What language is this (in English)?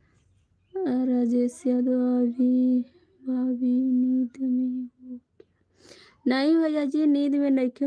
Bhojpuri